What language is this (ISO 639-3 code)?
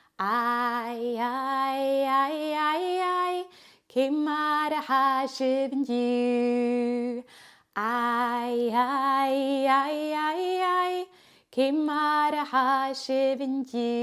gla